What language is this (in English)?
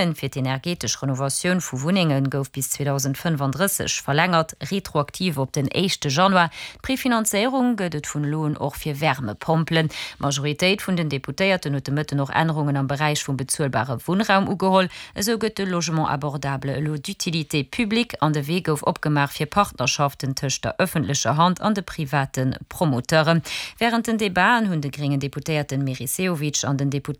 Luxembourgish